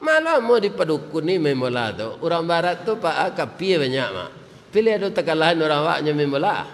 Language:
Minangkabau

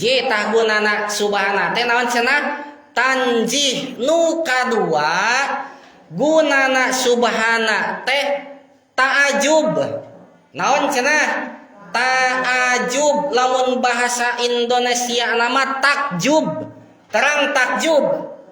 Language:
Sundanese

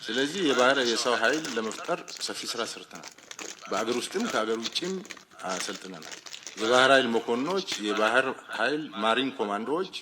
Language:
Amharic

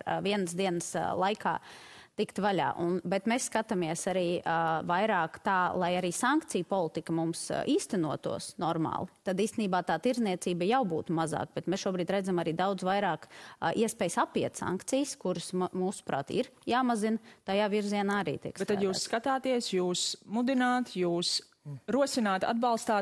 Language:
Latvian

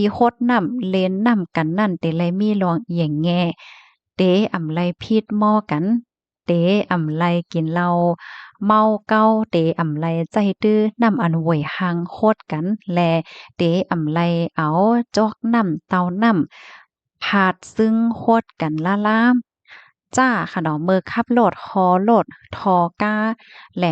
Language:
Shan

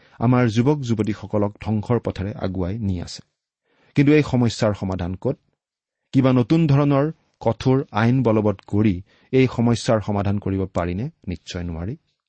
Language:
Assamese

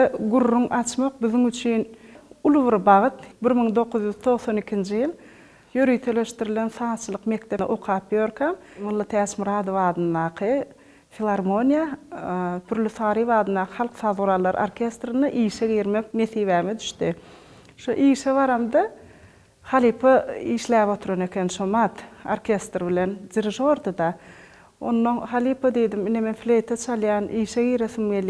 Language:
Turkmen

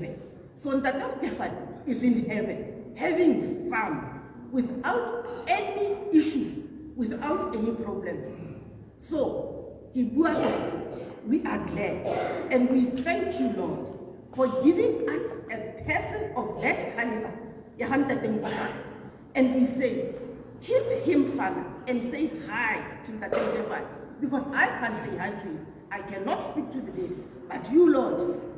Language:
Tswana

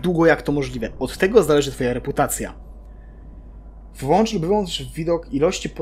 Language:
Polish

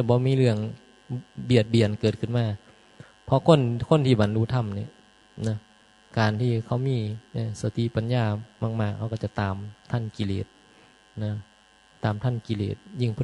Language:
Northeastern Thai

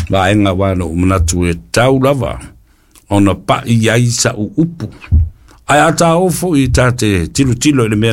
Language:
Samoan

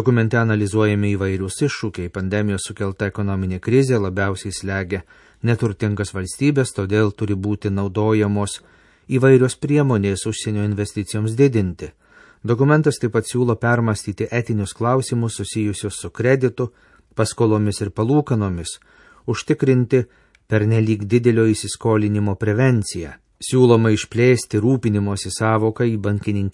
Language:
Lithuanian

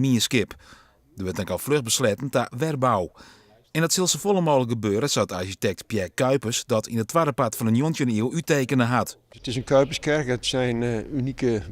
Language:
Western Frisian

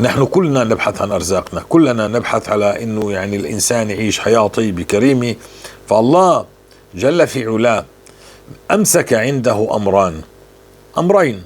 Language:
North Levantine Arabic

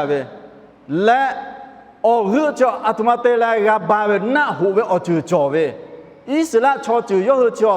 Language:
Lahu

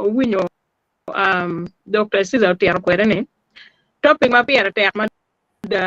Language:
Acoli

